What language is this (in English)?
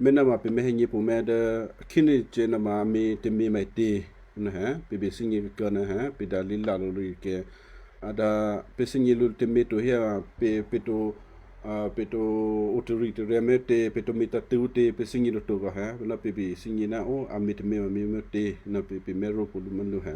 Western Kayah